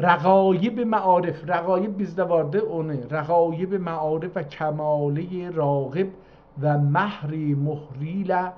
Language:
South Azerbaijani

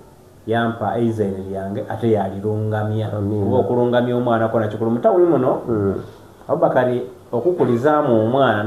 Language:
Soga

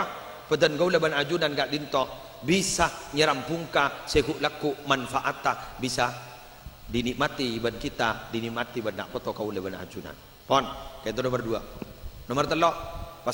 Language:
Madurese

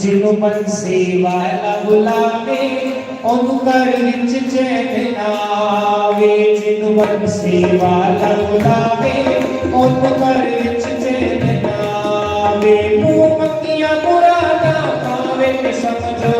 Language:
Dogri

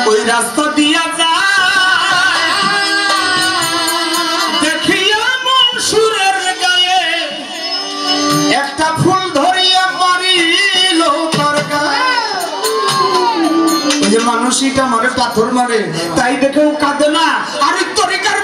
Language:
Bangla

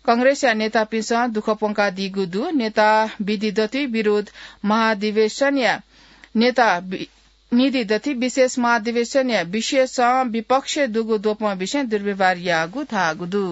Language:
Newari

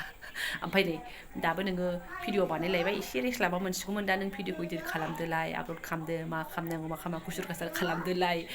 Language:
Bodo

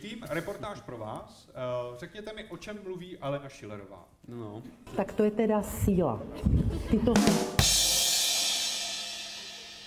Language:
Czech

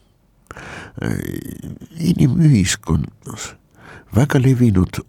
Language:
Estonian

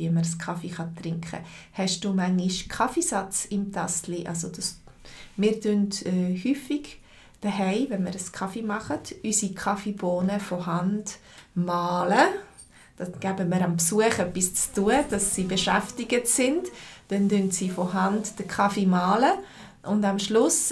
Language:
Swiss German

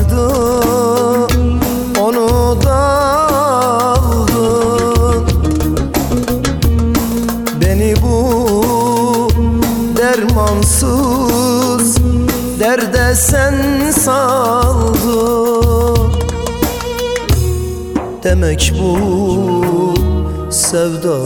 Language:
Turkish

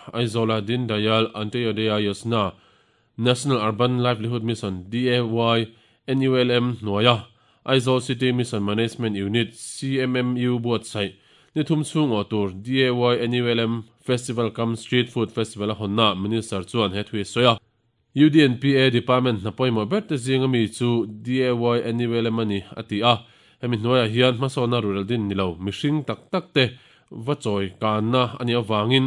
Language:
Mizo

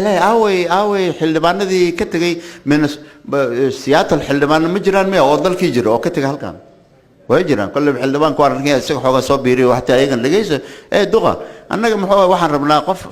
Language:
Somali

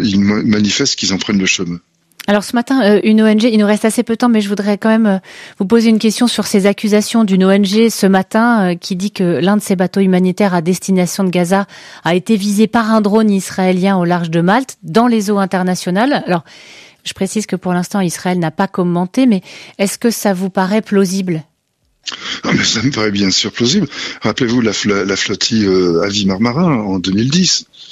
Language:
French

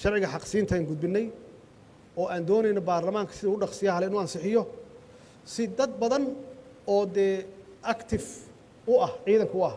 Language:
Somali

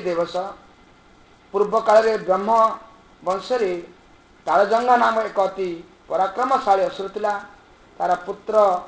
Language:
Odia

